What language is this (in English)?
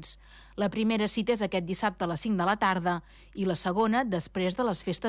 Catalan